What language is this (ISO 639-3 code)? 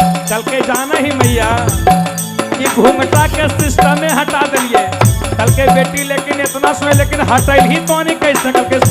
mag